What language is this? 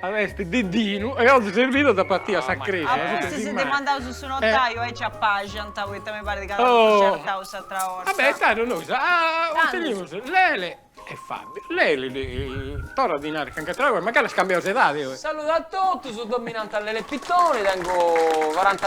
Sardinian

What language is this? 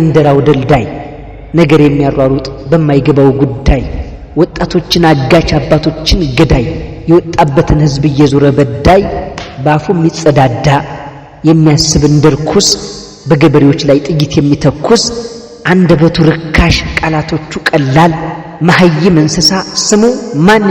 Amharic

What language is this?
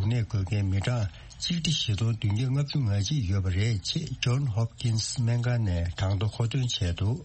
Tibetan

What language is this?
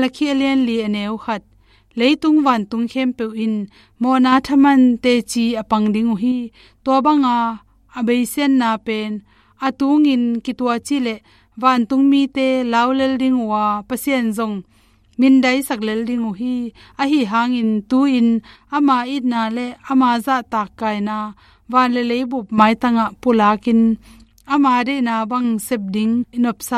Tedim Chin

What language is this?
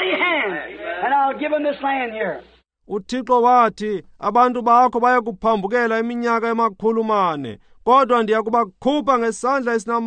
Xhosa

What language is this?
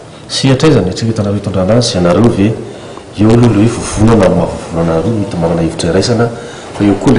Malagasy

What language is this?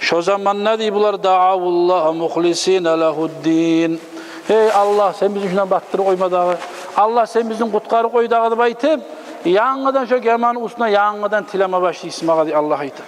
Kumyk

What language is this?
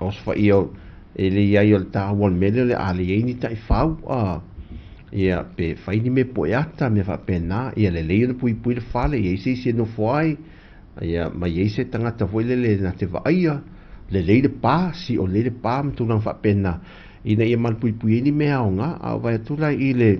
Samoan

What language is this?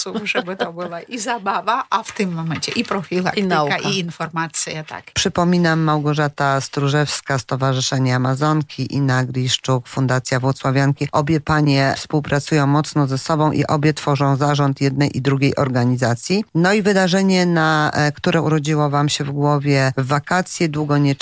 Polish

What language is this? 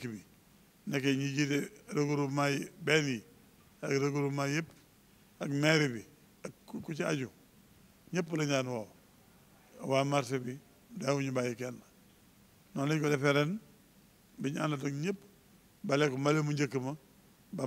Wolof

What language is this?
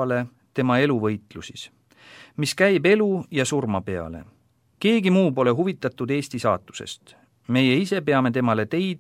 Estonian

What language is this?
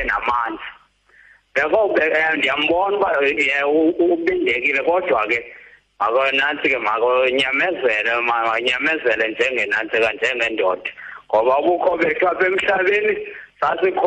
Xhosa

